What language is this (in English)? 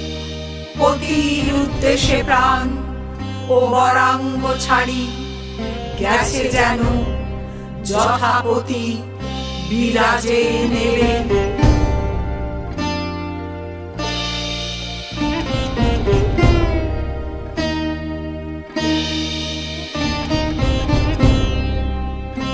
Bangla